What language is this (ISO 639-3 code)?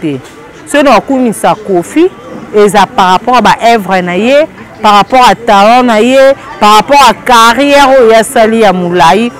lin